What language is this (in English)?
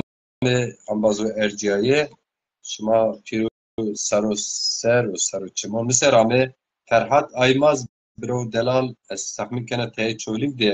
Zaza